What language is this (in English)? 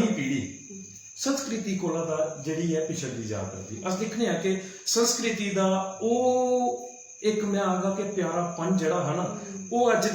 Dogri